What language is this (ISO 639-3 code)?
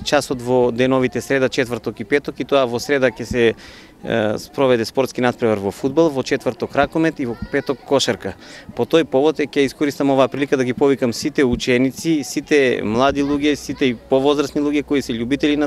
mkd